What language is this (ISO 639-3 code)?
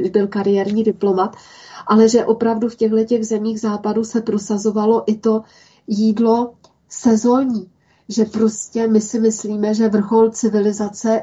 ces